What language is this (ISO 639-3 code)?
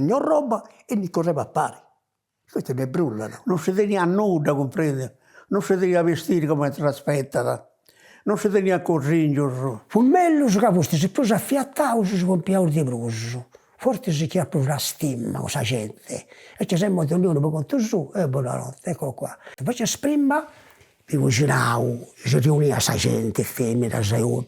srd